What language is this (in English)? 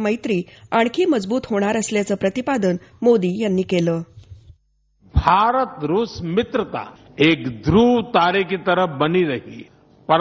Marathi